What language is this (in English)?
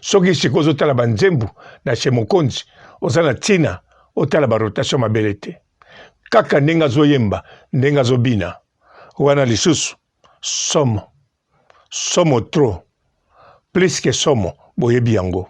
Lingala